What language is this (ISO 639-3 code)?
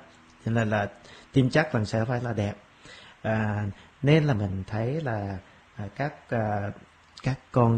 vie